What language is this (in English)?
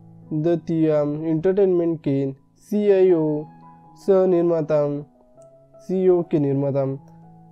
Hindi